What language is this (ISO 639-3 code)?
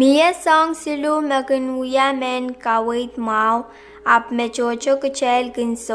pon